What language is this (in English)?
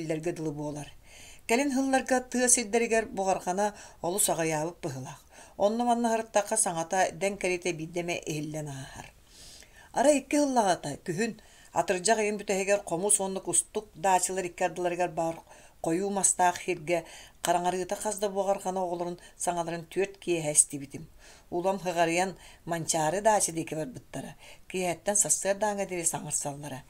Yakut